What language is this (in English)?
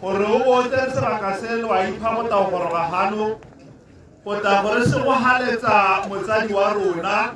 Tswana